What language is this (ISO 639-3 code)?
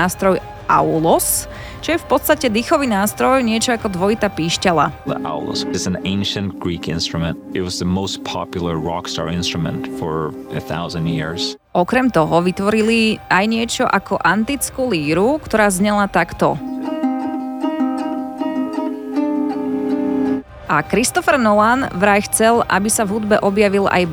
slk